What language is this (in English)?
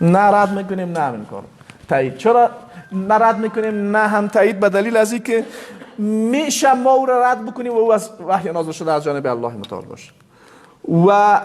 Persian